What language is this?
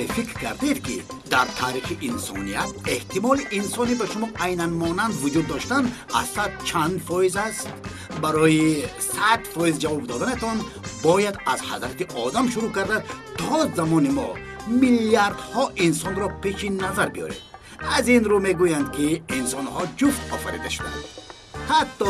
Tajik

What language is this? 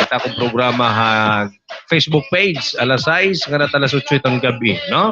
Waray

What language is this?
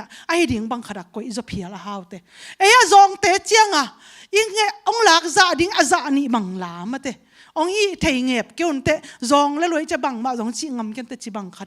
Tedim Chin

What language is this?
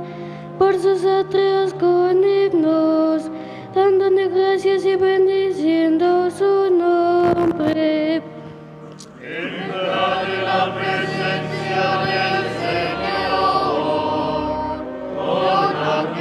Spanish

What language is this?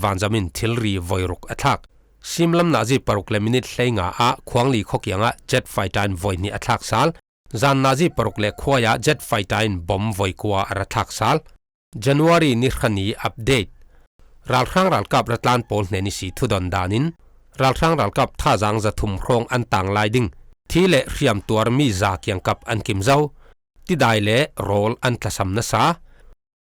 Falam Chin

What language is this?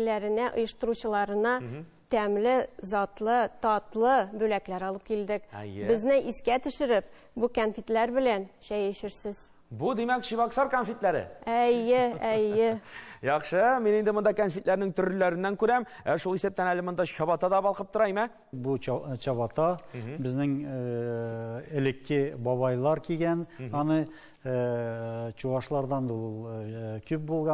Tatar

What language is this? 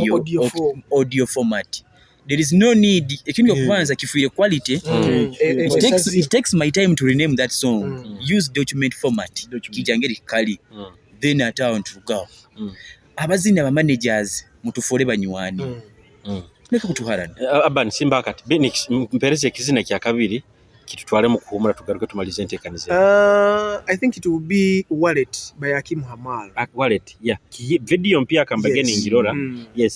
Nyoro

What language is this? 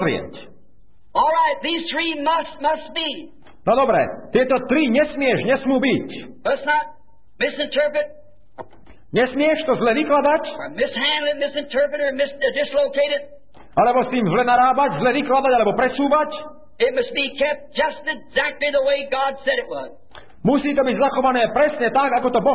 Slovak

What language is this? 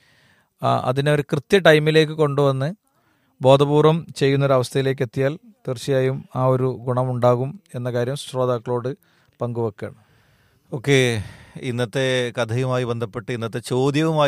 Malayalam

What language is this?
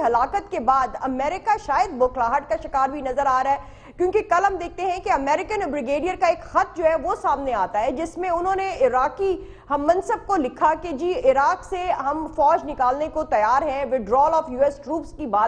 Urdu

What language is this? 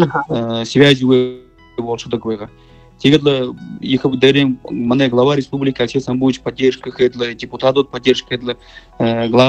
Buriat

